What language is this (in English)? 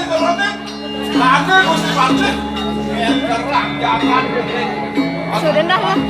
Balinese